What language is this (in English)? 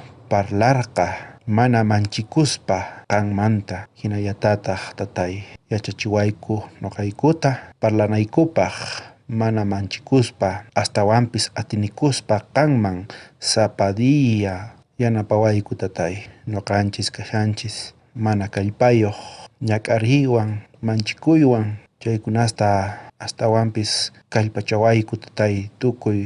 South Bolivian Quechua